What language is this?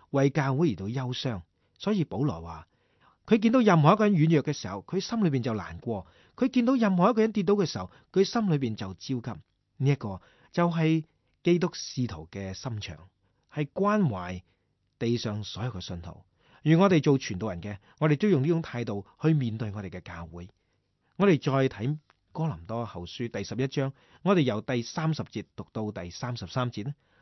Cantonese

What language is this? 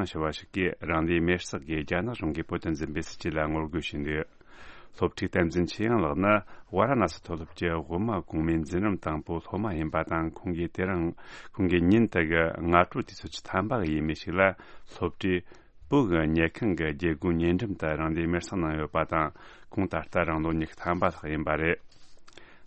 Tibetan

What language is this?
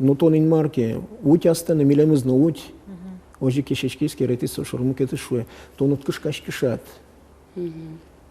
Udmurt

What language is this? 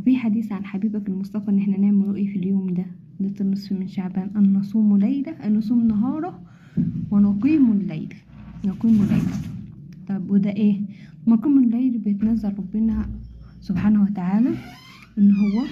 Egyptian Arabic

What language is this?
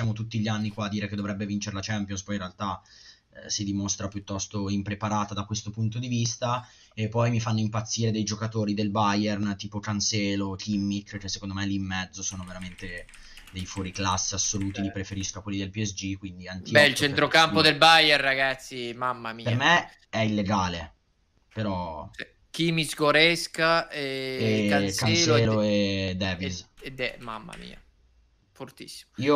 Italian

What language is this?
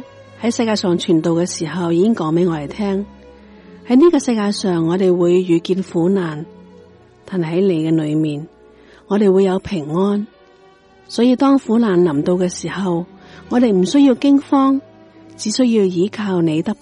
Cantonese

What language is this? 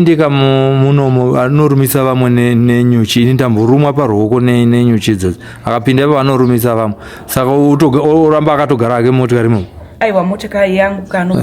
Shona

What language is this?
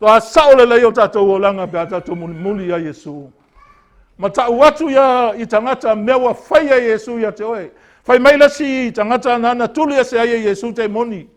Samoan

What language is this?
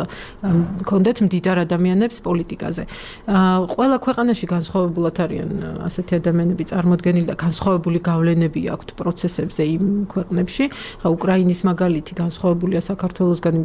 Georgian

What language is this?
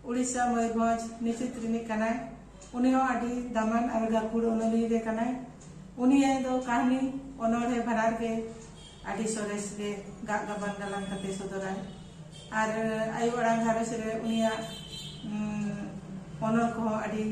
Santali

